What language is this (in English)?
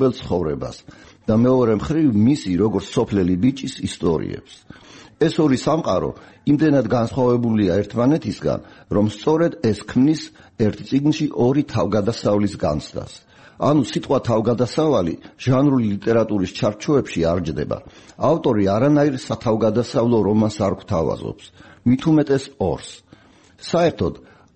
Georgian